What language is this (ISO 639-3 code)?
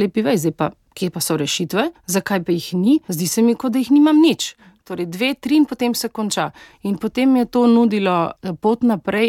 slv